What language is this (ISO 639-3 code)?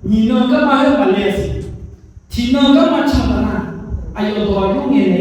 ahk